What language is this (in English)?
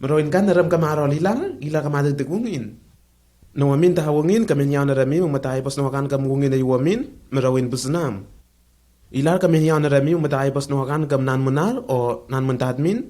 Lenakel